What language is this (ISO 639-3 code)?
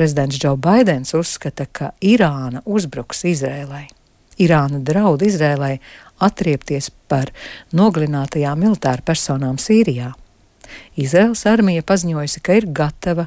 lav